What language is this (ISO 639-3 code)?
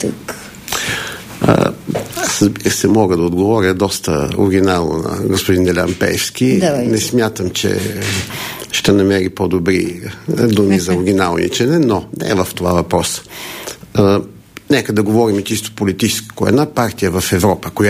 bul